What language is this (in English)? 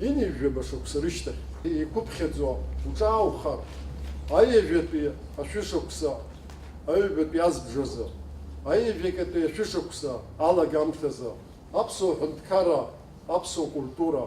Abkhazian